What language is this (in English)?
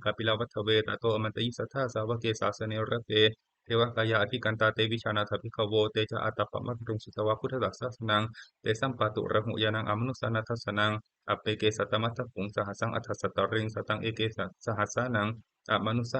Pali